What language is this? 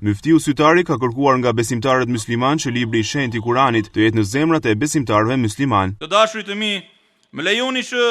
Albanian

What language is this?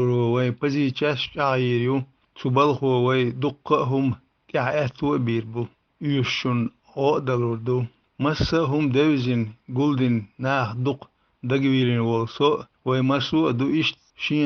Chechen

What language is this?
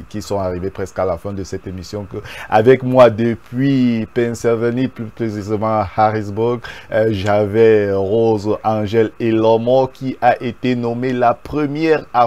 French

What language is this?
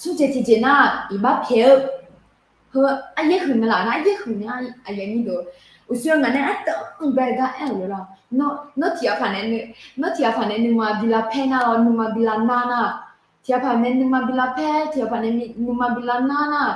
Akha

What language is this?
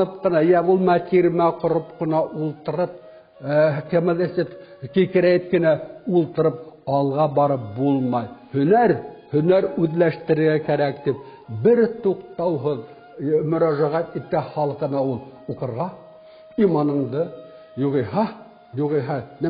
Bashkir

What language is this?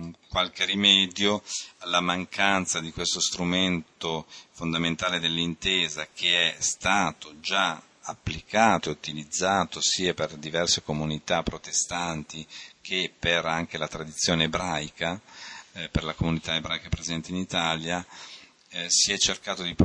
Italian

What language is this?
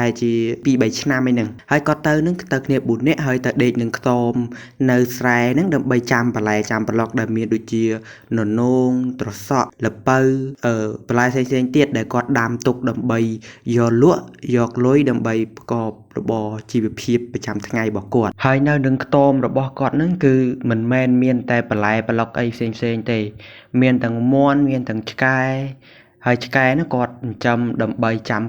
Khmer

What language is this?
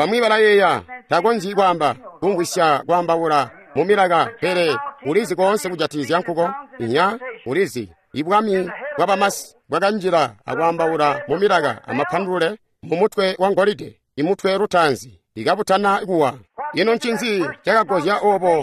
Tonga (Zambia)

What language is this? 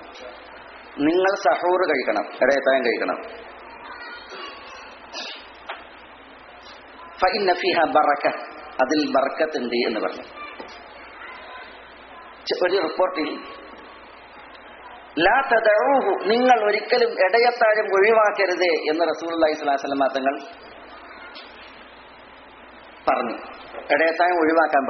Malayalam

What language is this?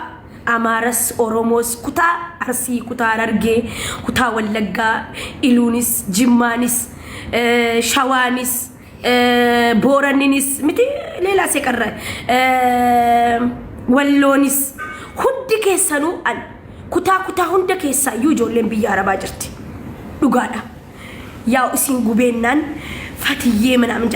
Oromo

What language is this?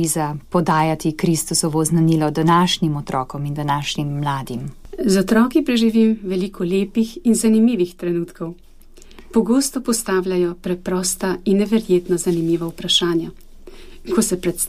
Slovenian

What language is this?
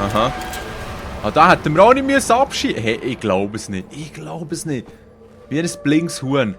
Swiss German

